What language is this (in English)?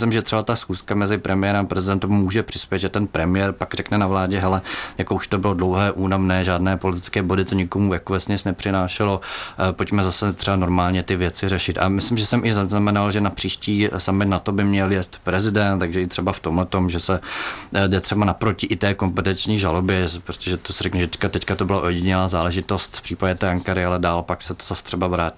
Czech